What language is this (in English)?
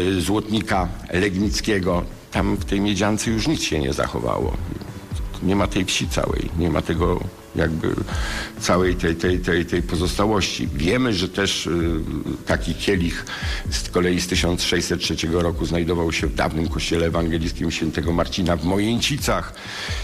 Polish